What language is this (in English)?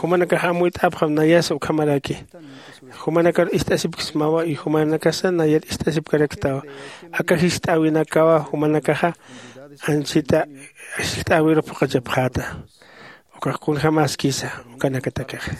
Aymara